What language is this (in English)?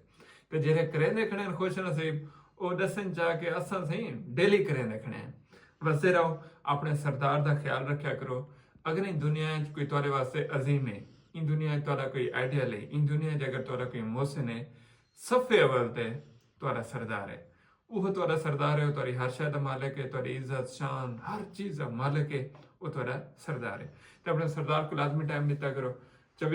Saraiki